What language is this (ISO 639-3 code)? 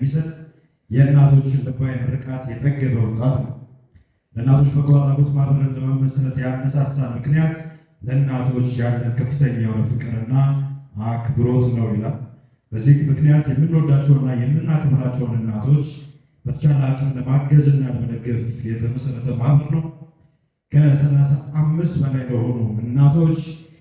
amh